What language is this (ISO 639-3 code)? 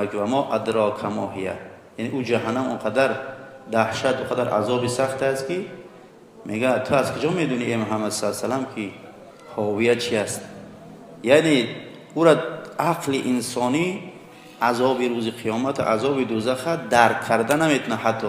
tgk